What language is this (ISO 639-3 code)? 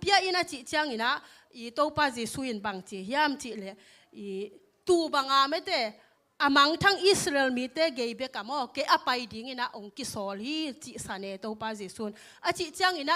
ctd